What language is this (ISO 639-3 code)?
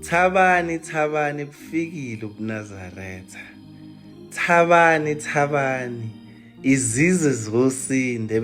zul